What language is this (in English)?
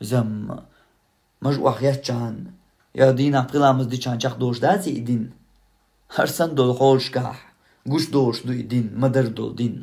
Chechen